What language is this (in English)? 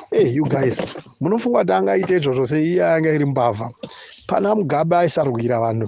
Shona